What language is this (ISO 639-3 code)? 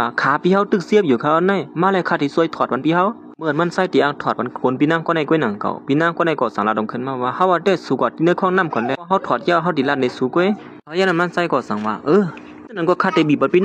shn